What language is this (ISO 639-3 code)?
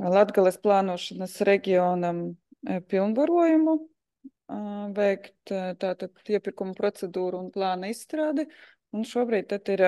lav